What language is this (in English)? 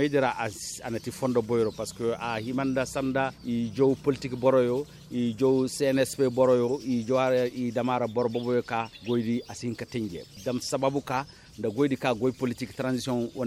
Koyraboro Senni